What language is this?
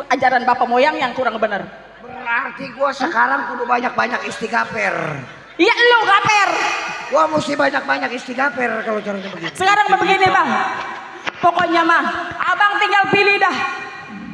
Betawi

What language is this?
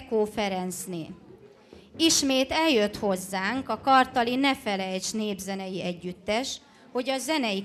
Hungarian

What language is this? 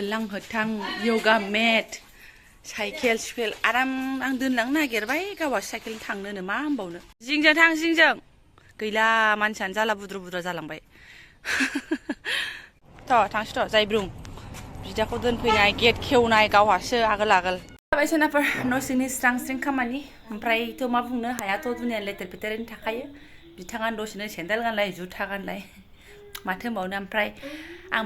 Bodo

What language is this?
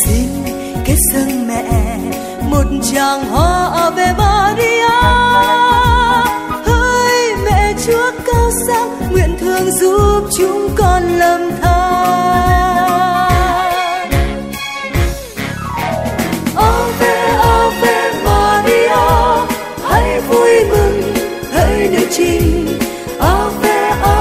Vietnamese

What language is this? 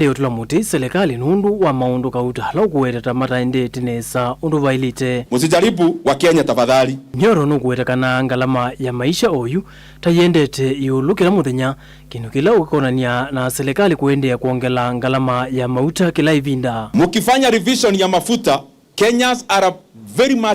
Kamba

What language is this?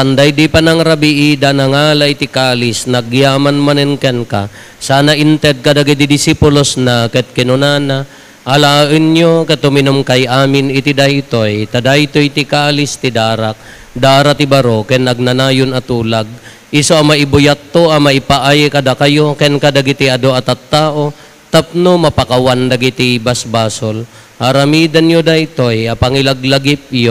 Iloko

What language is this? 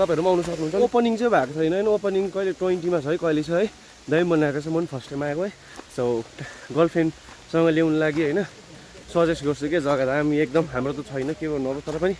Nepali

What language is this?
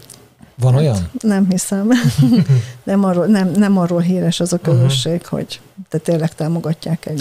Hungarian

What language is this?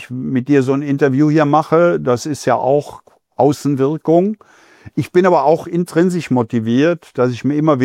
German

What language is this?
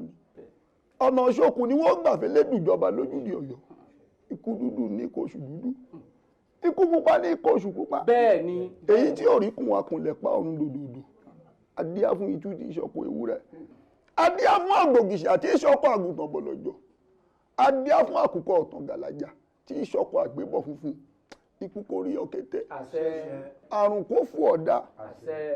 Yoruba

